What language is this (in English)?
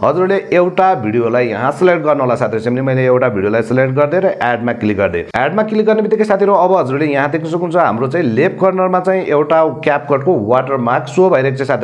Nepali